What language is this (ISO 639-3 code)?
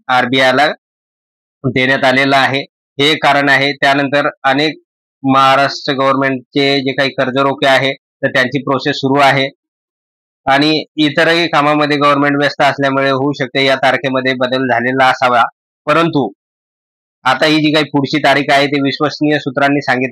mar